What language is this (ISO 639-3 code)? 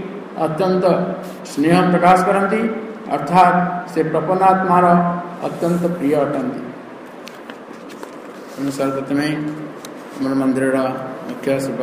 ori